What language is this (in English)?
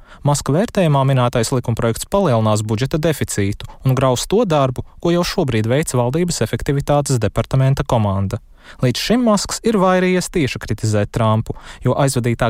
Latvian